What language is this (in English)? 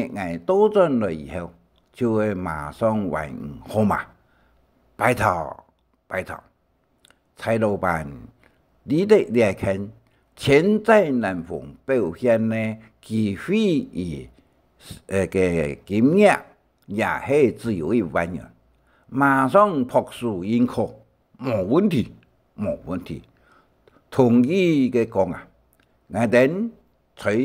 Hakka Chinese